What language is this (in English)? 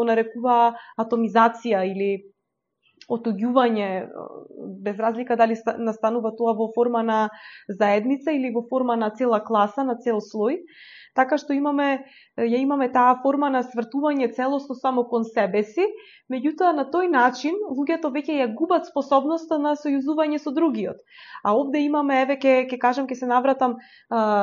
Macedonian